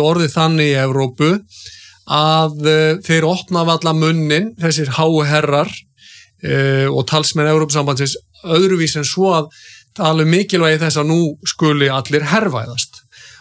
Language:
Icelandic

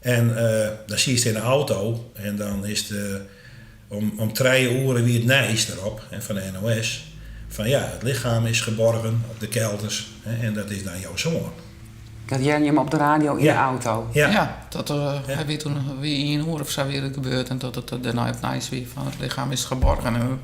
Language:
Western Frisian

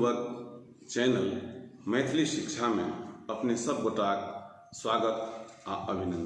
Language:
Maithili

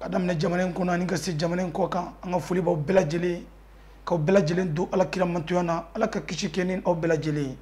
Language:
Bambara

